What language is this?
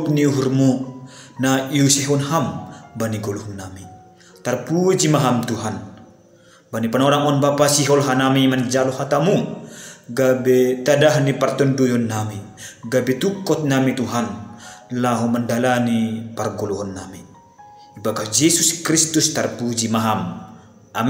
Batak Simalungun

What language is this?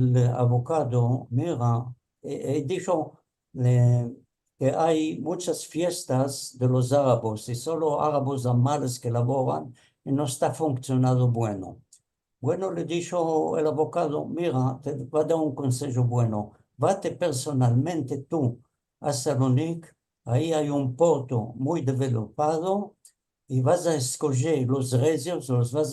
Ladino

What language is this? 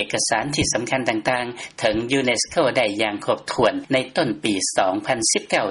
Lao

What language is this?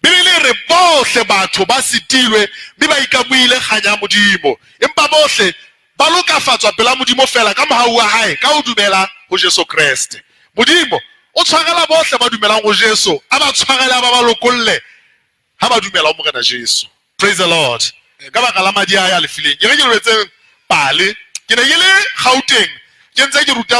Southern Sotho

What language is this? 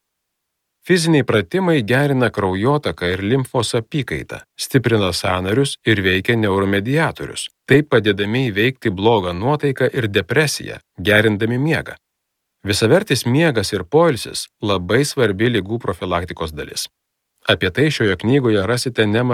Lithuanian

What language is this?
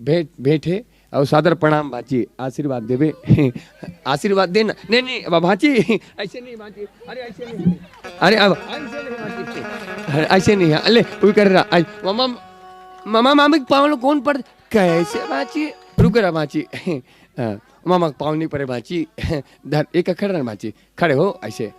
Chhattisgarhi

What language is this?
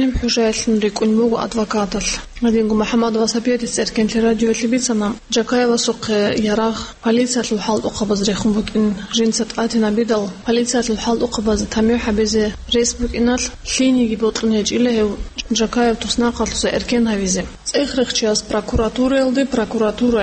Avaric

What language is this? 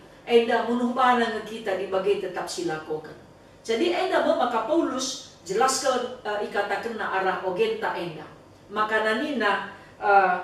Batak Karo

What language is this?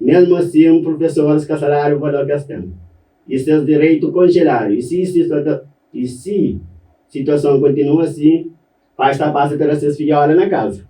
Kabuverdianu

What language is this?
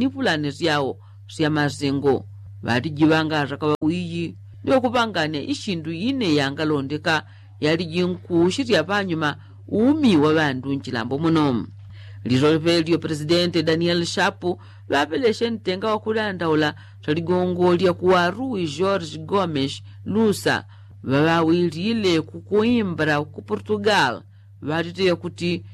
Yao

